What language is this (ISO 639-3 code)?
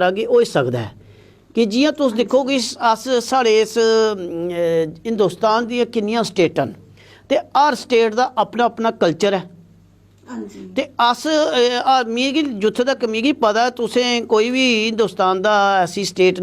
doi